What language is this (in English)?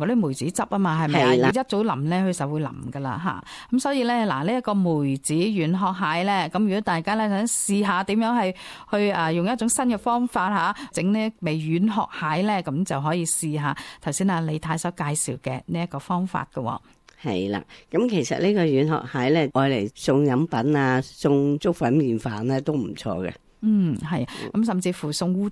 Cantonese